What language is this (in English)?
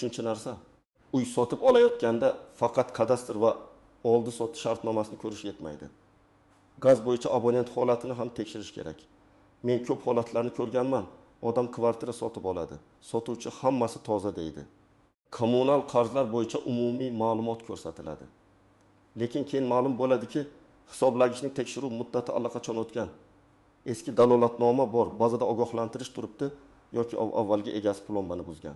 Uzbek